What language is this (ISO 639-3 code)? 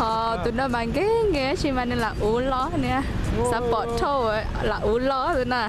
hmn